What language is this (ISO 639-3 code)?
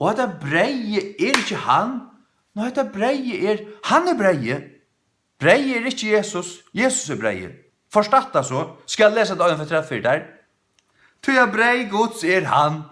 fao